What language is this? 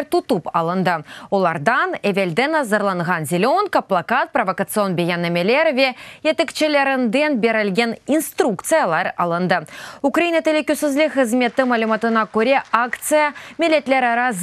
Crimean Tatar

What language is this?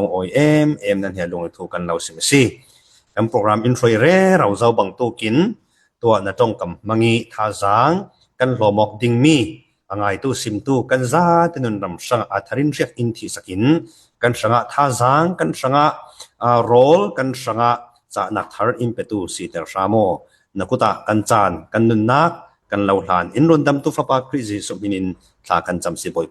Falam Chin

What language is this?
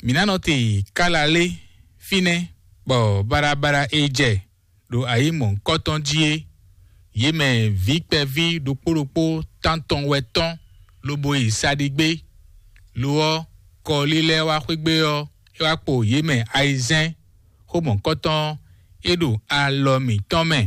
Fon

